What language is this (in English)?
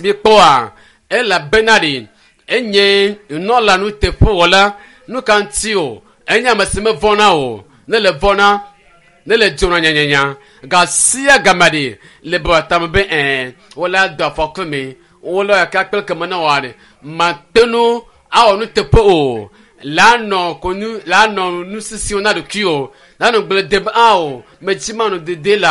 Ewe